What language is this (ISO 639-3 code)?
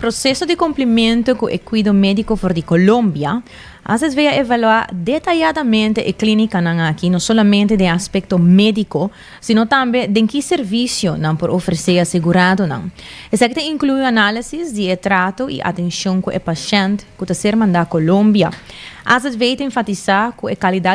pap